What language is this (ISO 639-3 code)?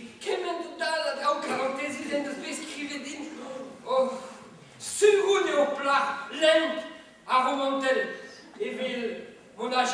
bre